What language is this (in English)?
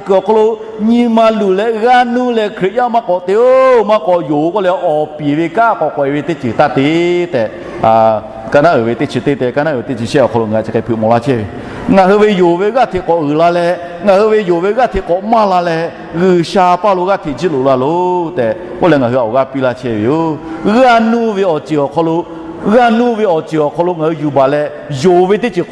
Lahu